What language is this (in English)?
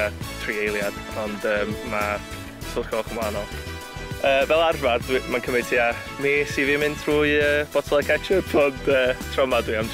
Welsh